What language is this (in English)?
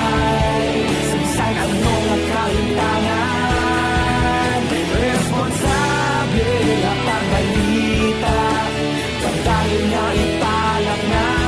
Hiligaynon